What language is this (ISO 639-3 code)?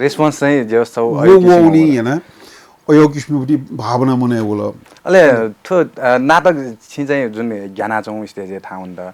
new